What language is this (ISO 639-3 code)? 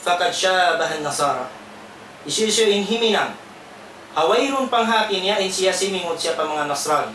tsg